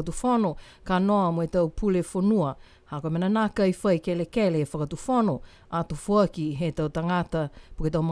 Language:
Niuean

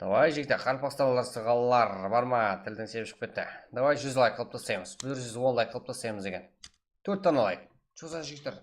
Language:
Kara-Kalpak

